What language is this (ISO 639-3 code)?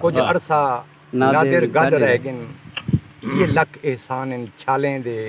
skr